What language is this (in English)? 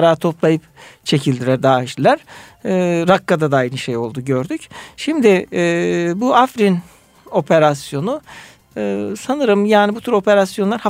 Turkish